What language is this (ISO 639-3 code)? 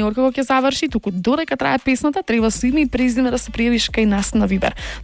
mkd